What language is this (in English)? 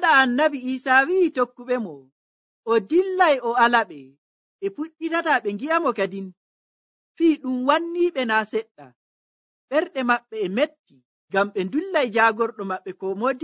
Nigerian Fulfulde